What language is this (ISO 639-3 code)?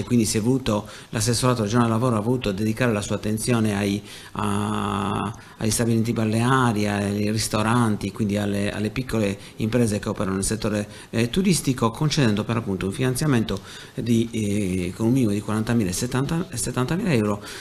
ita